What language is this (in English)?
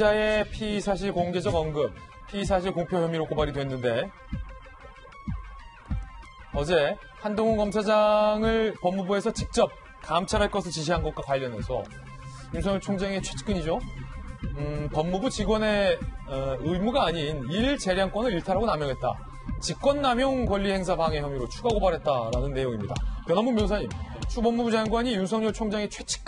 Korean